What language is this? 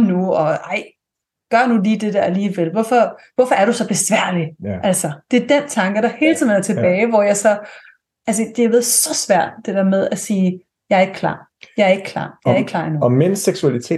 Danish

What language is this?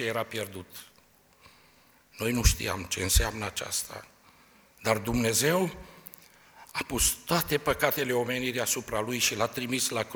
Romanian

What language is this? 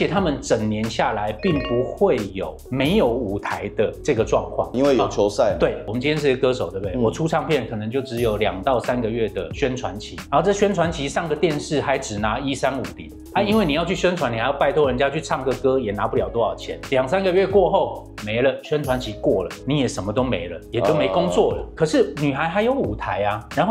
Chinese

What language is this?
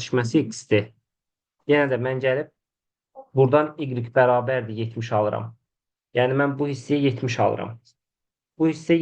Azerbaijani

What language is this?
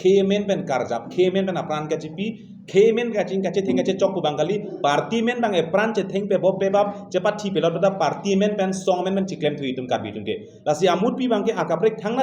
Karbi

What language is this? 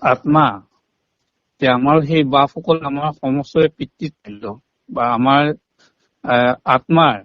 Assamese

